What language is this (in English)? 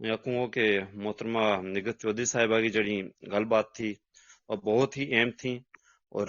Gujari